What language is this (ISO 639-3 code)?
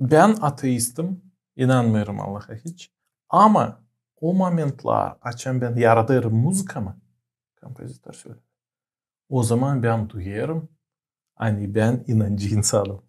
gag